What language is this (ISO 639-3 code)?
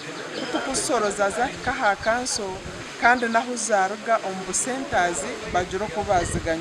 nyn